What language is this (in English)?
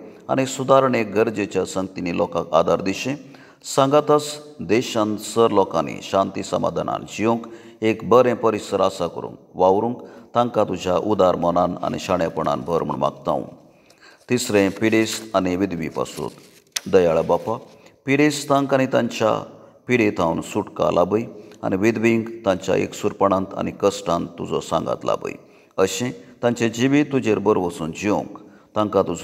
Konkani